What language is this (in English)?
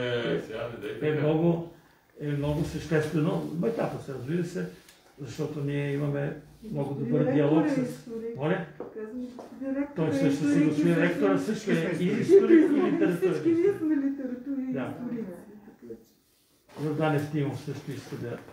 Bulgarian